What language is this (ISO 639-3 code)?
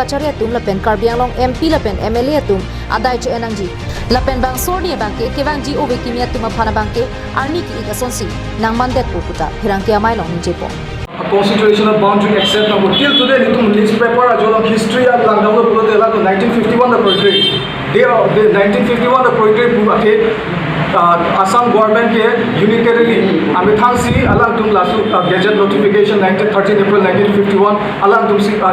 mjw